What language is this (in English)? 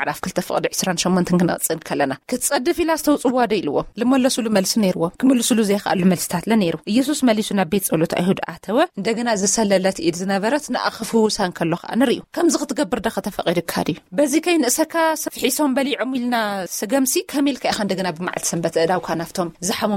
Tigrinya